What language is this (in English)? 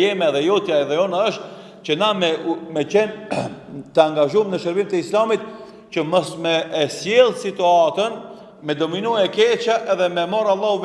Albanian